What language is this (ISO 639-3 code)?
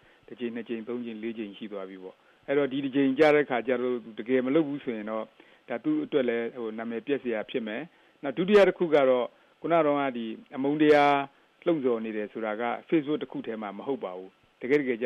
mya